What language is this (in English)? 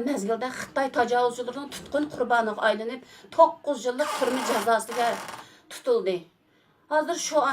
Uyghur